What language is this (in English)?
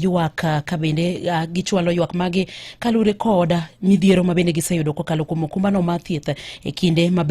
Luo (Kenya and Tanzania)